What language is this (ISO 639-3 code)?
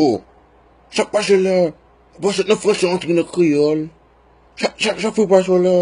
hat